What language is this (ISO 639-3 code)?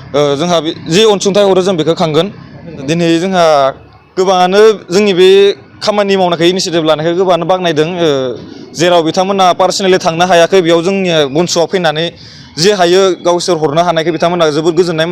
brx